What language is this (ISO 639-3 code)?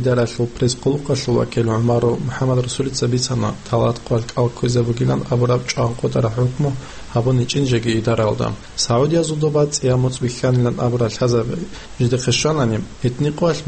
ava